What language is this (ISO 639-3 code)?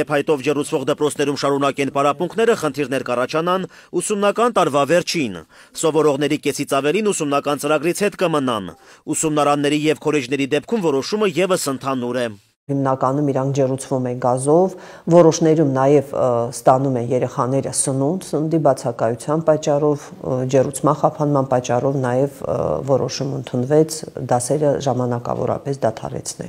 hye